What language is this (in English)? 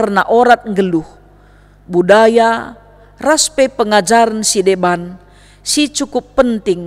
Batak Karo